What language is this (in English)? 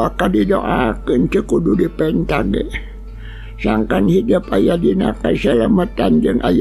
Sundanese